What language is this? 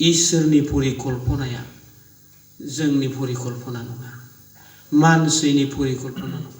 Bodo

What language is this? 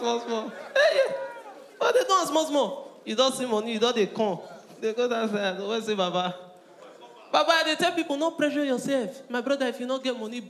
Nigerian Pidgin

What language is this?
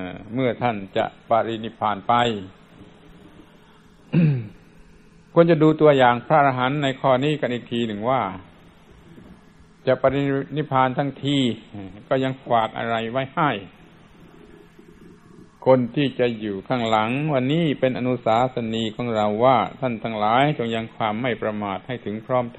Thai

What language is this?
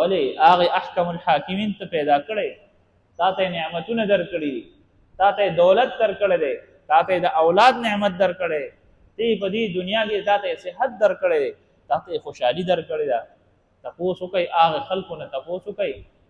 Pashto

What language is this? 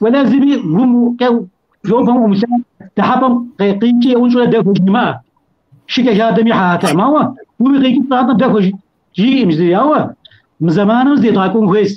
Kabardian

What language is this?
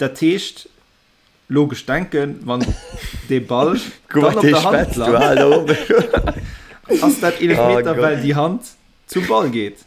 Luxembourgish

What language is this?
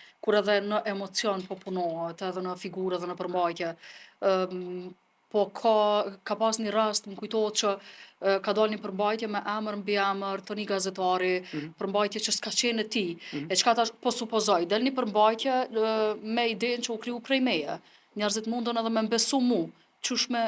Albanian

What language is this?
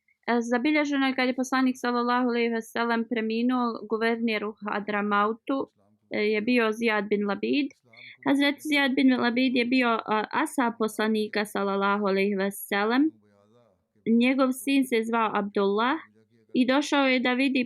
Bosnian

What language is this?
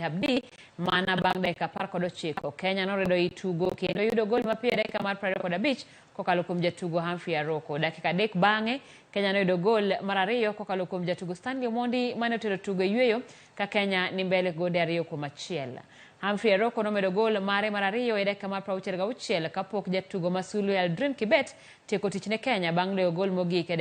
Luo (Kenya and Tanzania)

